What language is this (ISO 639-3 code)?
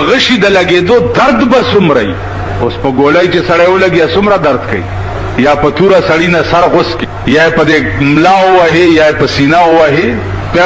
pus